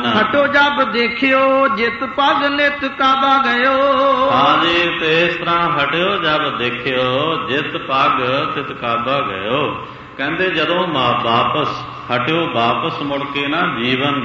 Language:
Punjabi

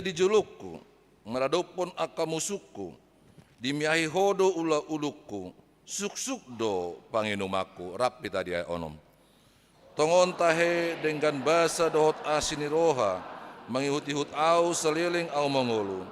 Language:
Batak Toba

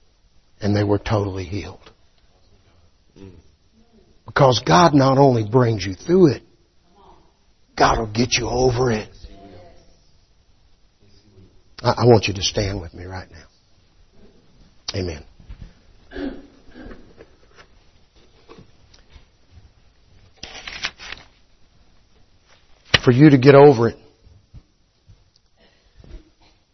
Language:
English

